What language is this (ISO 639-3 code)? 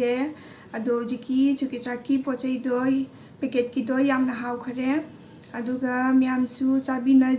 mni